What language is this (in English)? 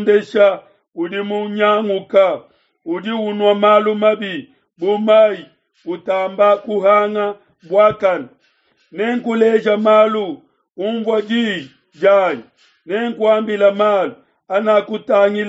Luba-Lulua